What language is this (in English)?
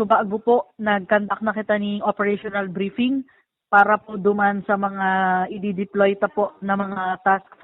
Bikol